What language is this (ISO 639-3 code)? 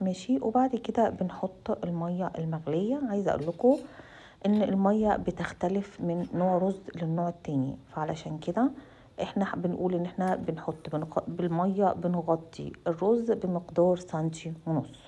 arz